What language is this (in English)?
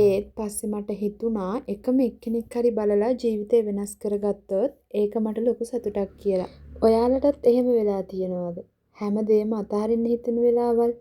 Sinhala